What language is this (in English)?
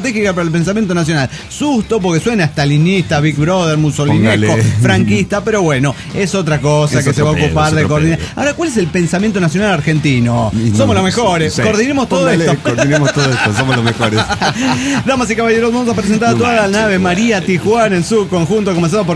Spanish